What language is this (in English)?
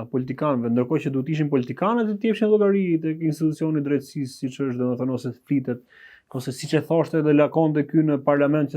Albanian